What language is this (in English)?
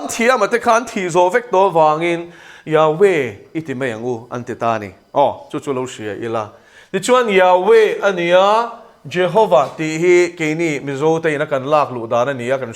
Mizo